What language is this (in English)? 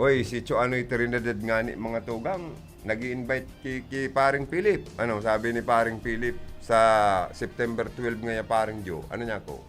Bikol